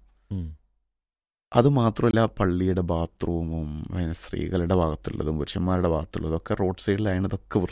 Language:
Malayalam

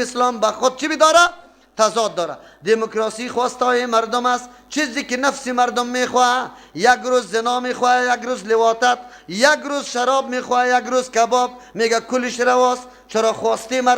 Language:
Persian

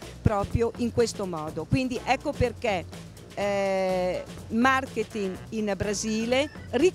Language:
Italian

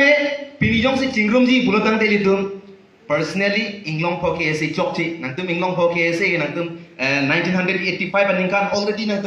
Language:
Karbi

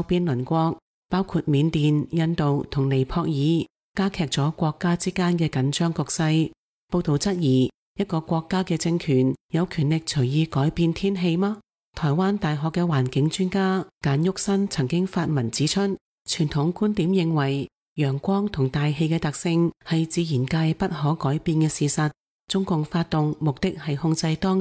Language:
Cantonese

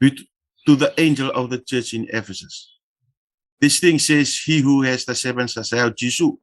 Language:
Fijian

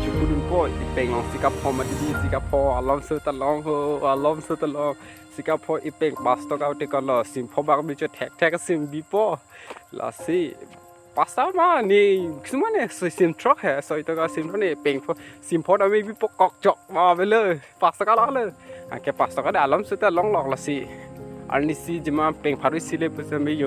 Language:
Karbi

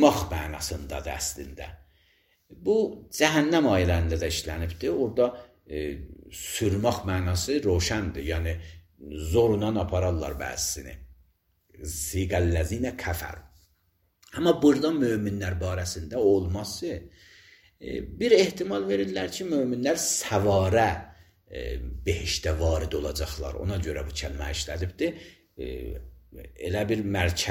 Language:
Azerbaijani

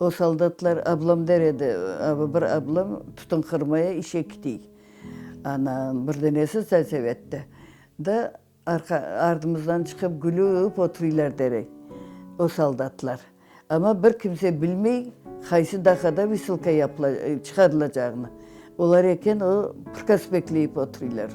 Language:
Crimean Tatar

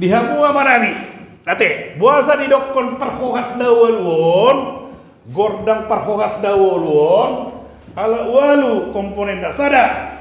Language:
Batak Toba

